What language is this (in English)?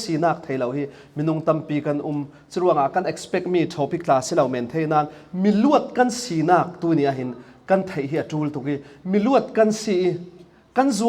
Falam Chin